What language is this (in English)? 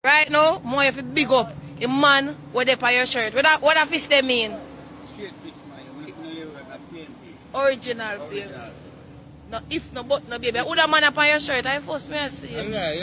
Jamaican Creole English